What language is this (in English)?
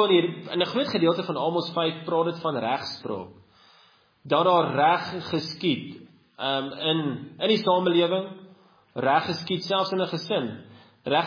Afrikaans